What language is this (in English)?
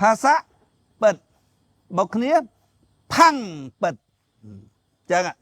Khmer